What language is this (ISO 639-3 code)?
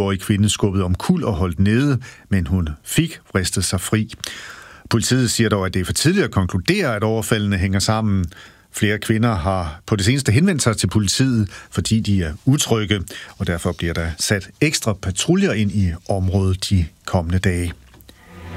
dan